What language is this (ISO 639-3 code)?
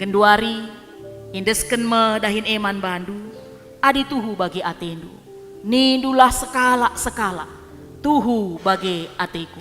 btx